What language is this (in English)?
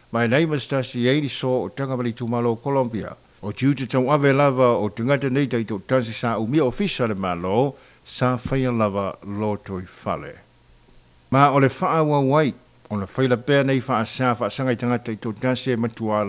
Samoan